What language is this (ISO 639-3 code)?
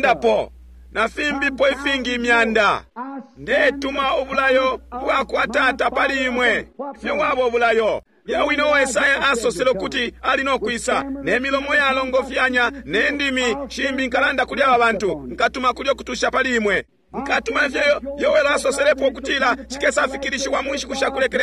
bem